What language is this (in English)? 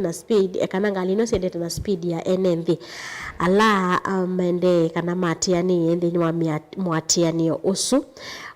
Kamba